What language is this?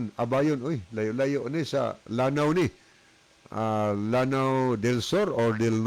Cebuano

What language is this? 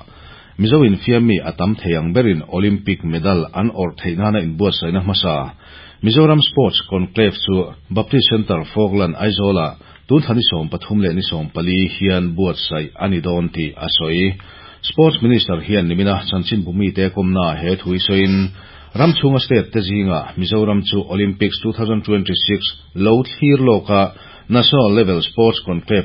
Mizo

